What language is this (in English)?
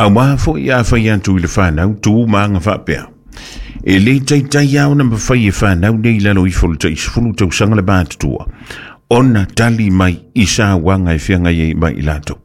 Samoan